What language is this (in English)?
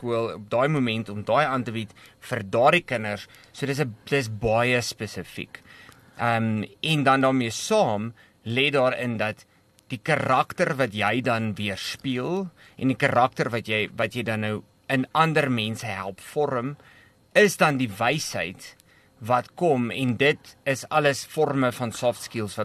Afrikaans